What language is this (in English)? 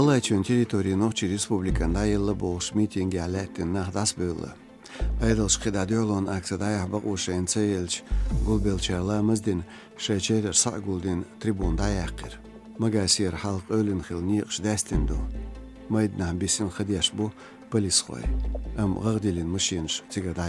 Chechen